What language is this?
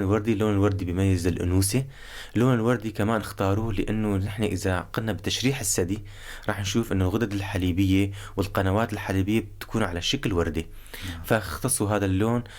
North Levantine Arabic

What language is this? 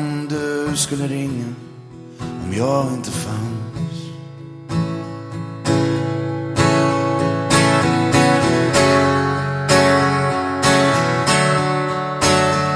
Swedish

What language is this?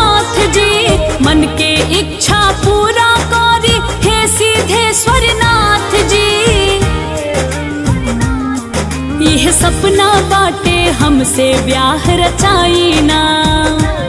Bhojpuri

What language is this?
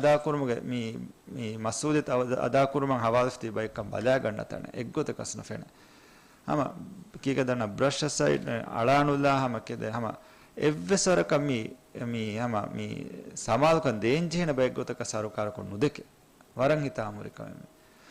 Divehi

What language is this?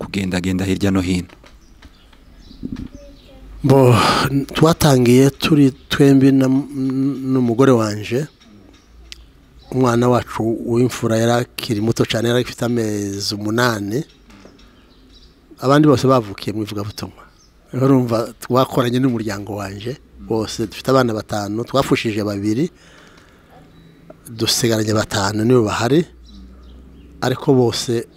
Kinyarwanda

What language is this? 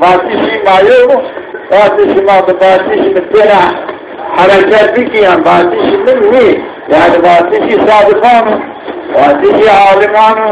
Zaza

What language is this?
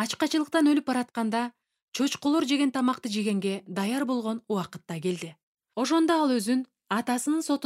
Kyrgyz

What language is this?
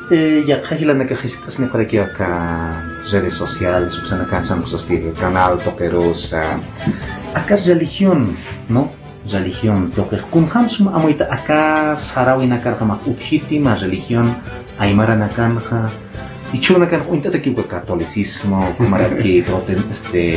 Aymara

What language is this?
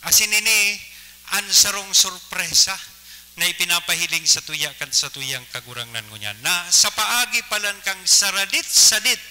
Bikol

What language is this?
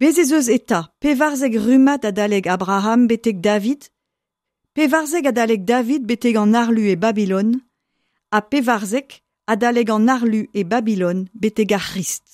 Breton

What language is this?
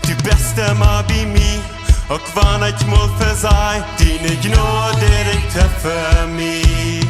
Plautdietsch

